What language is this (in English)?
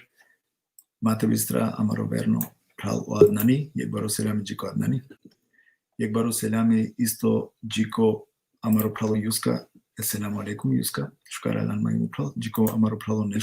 Balkan Romani